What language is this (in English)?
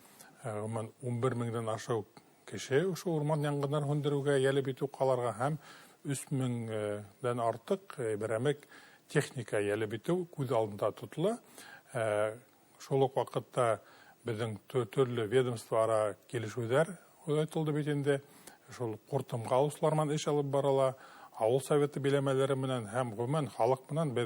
Bashkir